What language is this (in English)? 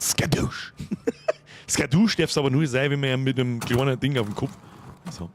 Bavarian